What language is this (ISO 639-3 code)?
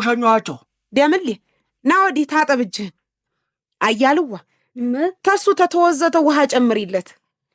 amh